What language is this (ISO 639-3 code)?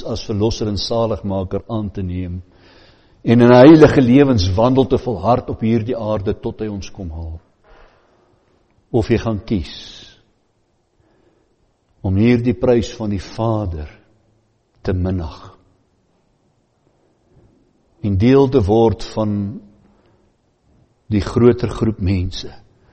afr